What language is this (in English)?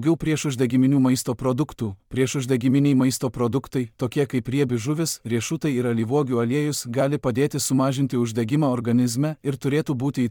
Lithuanian